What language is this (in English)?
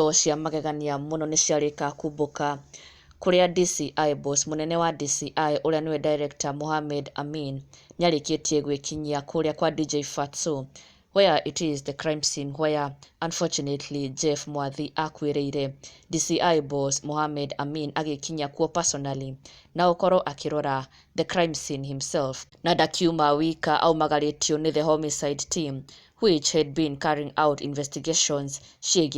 Kikuyu